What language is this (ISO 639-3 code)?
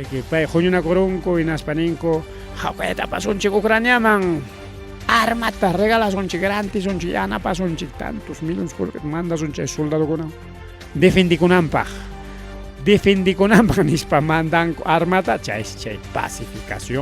quy